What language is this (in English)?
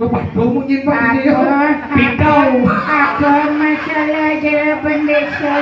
Balinese